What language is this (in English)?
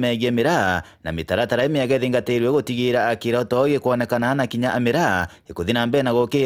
Meru